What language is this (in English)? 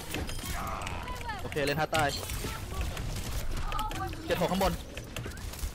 Thai